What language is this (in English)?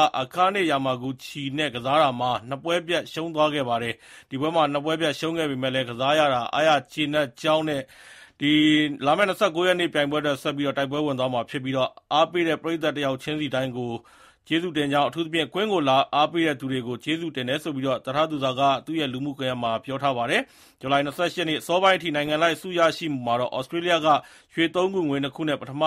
Burmese